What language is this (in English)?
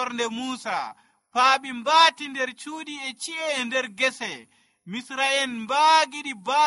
Nigerian Fulfulde